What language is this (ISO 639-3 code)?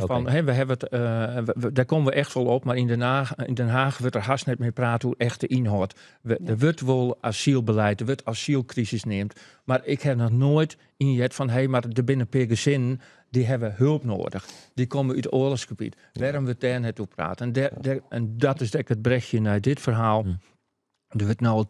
fry